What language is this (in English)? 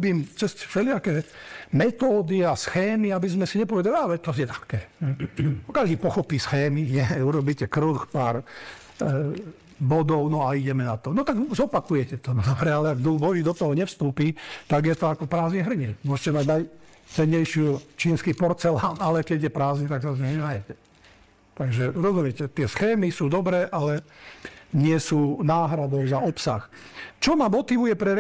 Slovak